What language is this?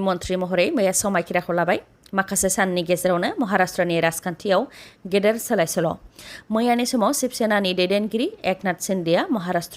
Bodo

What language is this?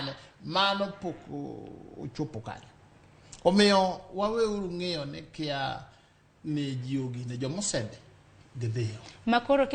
Luo (Kenya and Tanzania)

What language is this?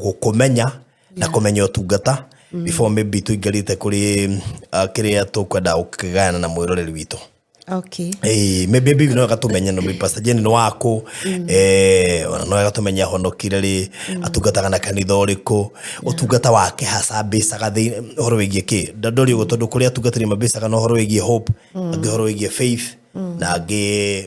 Kikuyu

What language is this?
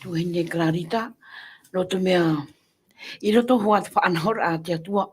Tahitian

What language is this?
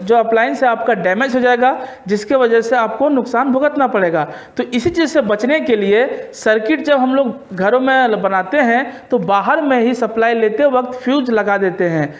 Hindi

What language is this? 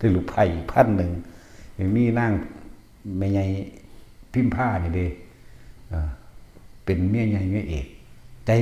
Northeastern Thai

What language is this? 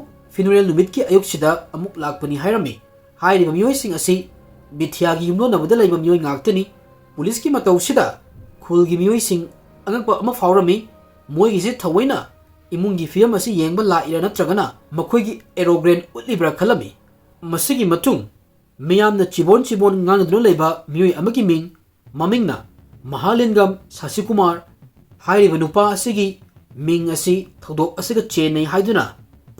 Manipuri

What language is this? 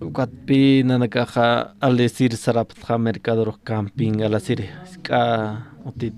Aymara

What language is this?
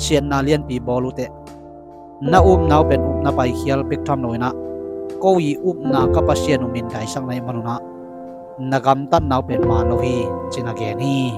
Tedim Chin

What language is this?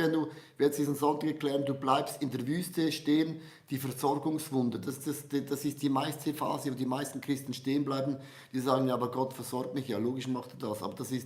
Swiss German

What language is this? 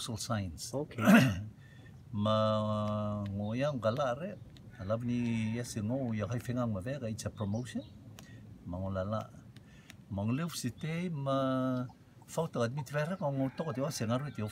Rotuman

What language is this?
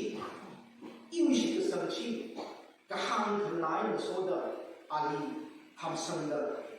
Tangkhul Naga (India)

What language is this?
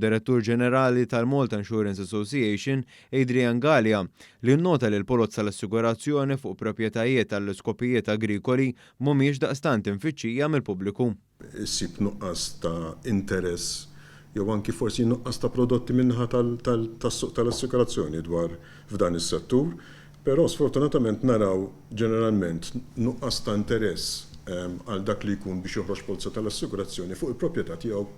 Maltese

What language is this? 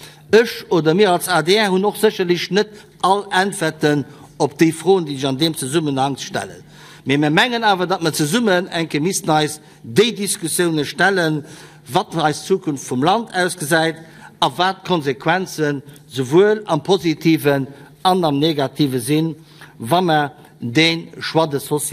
Luxembourgish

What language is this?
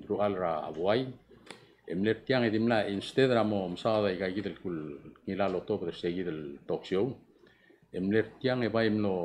Palauan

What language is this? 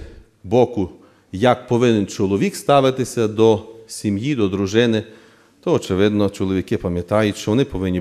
Ukrainian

